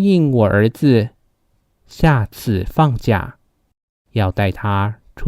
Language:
Hakka Chinese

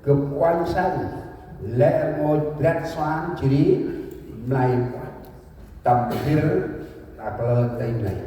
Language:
Central Mnong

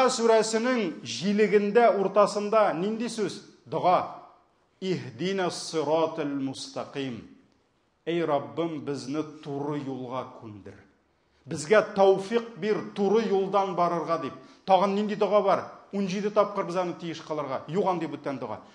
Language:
Tatar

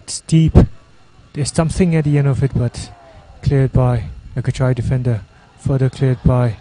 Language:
Tangkhul Naga (India)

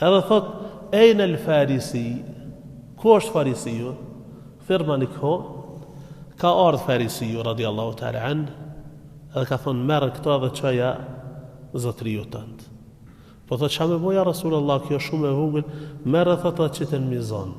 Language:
Albanian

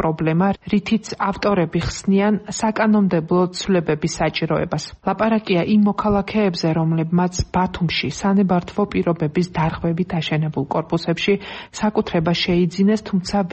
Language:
Georgian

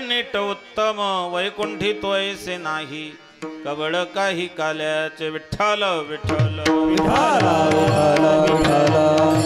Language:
Marathi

